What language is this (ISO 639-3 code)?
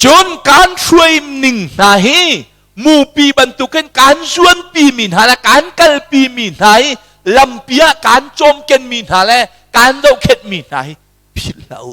cnh